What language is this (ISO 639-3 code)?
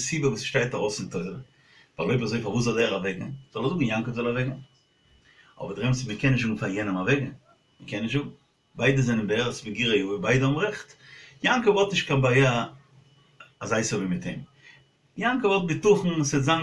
yid